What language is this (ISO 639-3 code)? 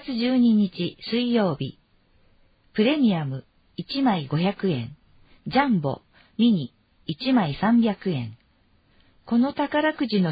jpn